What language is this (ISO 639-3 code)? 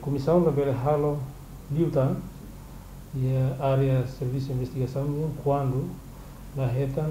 tet